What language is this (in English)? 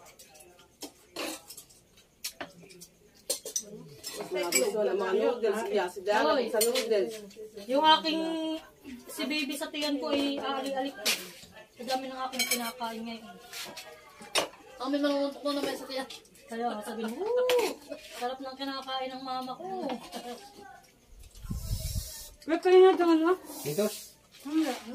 Filipino